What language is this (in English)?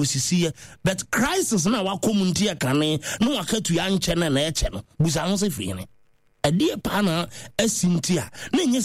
Akan